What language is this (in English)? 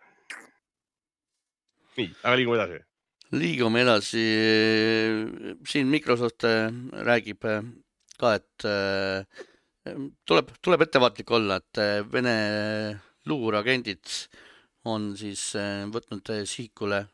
Estonian